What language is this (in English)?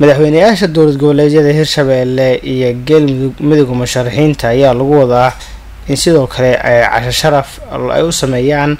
Somali